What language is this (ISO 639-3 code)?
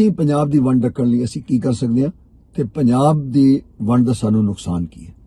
lah